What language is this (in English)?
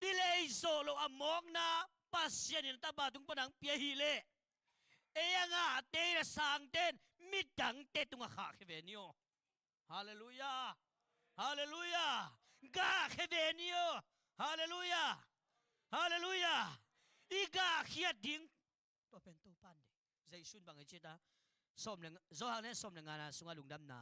Tedim Chin